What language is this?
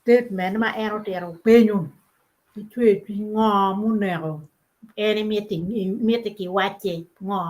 Acoli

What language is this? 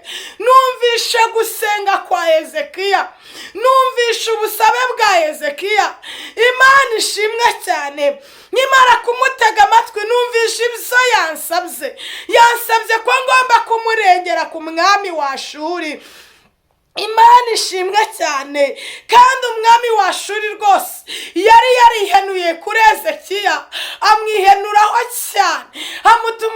Kinyarwanda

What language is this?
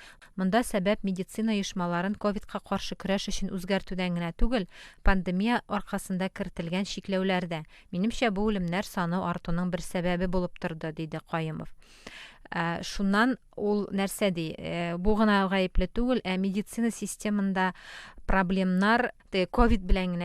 Tatar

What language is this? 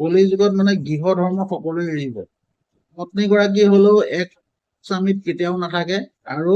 Assamese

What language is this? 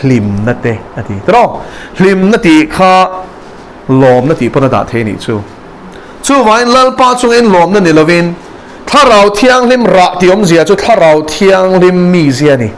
Mizo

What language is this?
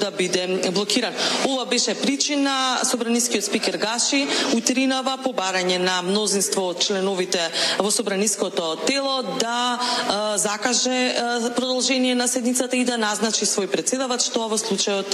Macedonian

